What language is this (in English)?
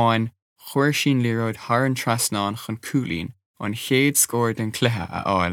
Irish